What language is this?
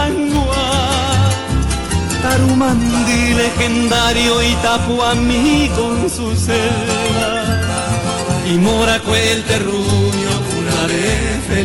Guarani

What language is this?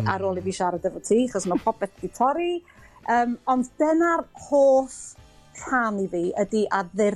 Welsh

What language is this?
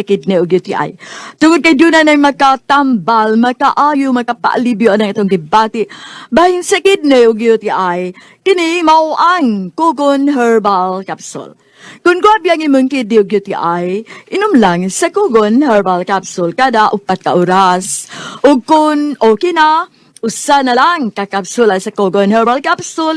Cebuano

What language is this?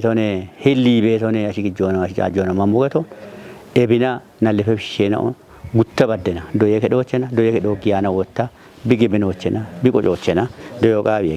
Kafa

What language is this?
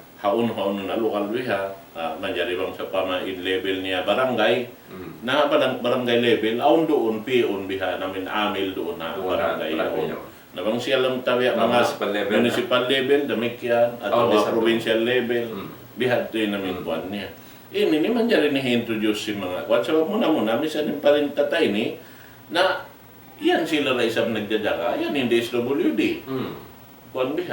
Tausug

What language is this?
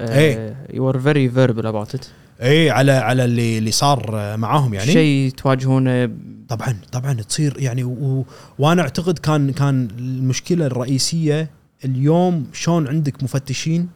Gulf Arabic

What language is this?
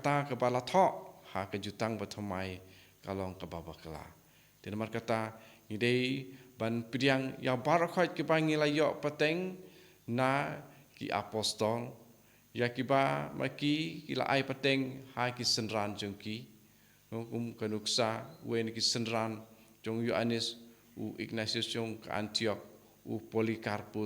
Khasi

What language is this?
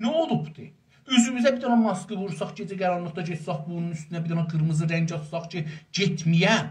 South Azerbaijani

